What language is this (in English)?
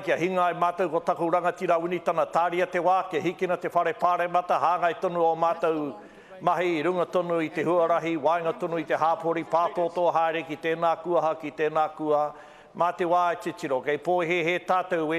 Māori